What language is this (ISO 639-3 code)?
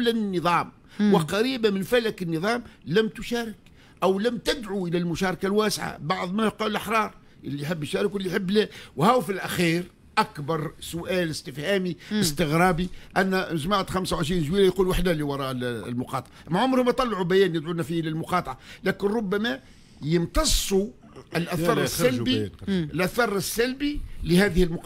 aeb